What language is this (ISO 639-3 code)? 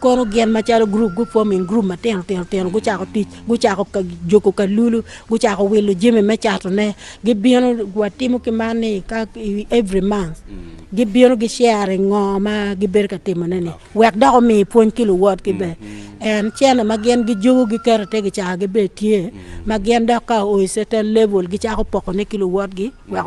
ach